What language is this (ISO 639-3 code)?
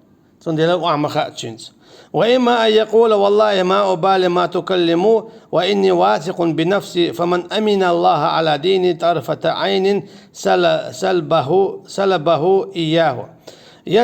che